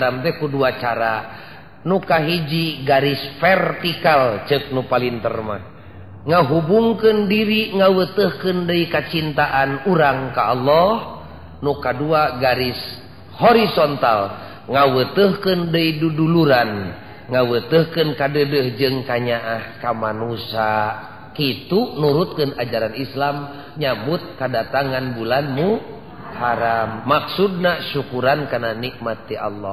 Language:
Sundanese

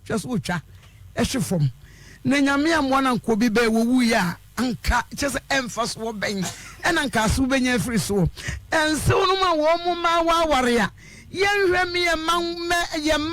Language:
Akan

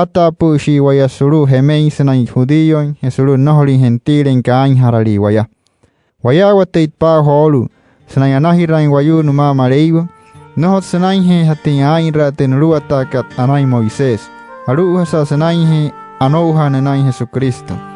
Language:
Wayuu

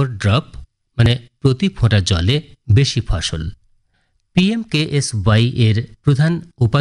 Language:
Bangla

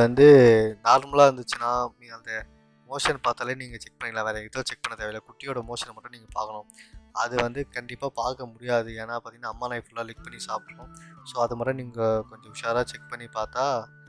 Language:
Tamil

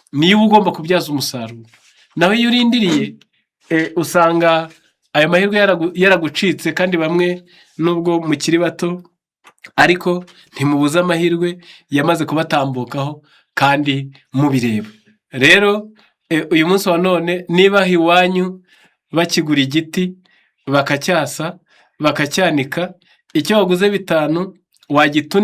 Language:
Kinyarwanda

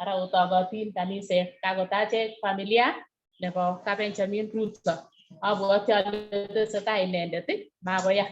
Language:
Kalenjin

